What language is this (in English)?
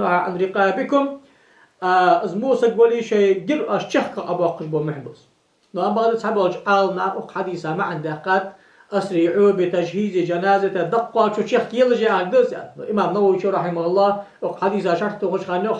Ingush